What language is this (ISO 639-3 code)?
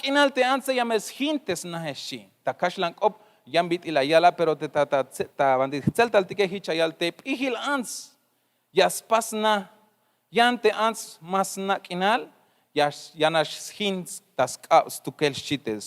tzh